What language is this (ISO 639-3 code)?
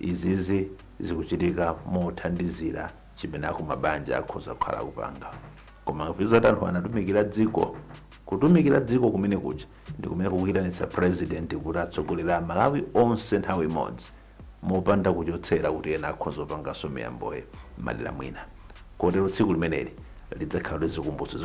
nya